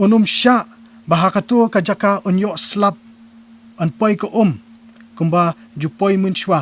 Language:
Khasi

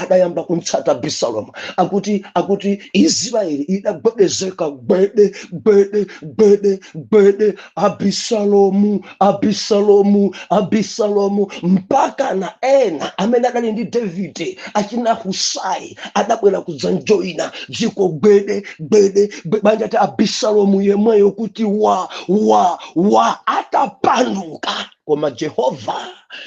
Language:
Nyanja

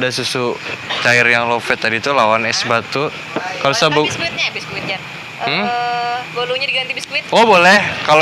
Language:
Banjar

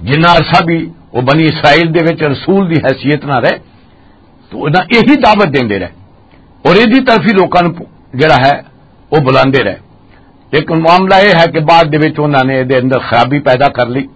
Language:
Western Panjabi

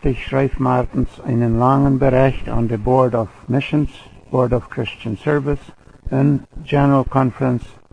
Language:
Plautdietsch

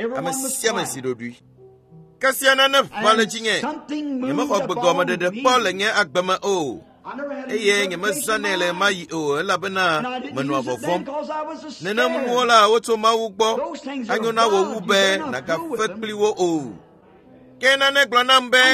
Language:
Ewe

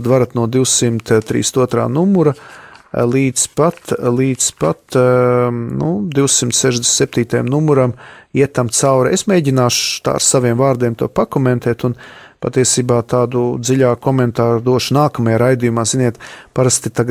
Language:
Latvian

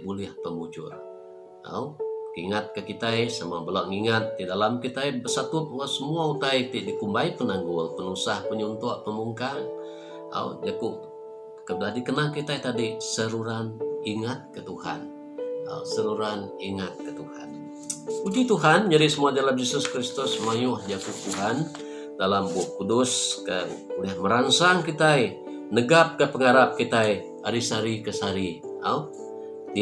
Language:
Iban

